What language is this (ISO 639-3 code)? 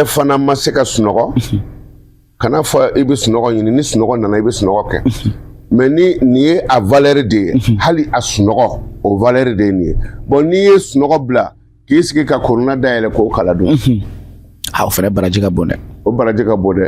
bam